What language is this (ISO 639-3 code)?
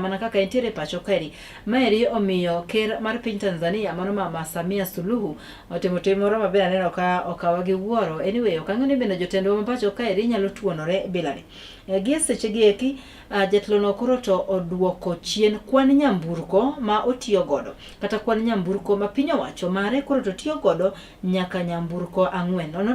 luo